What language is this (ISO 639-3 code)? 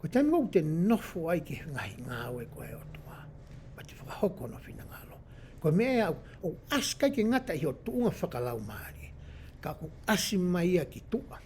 ton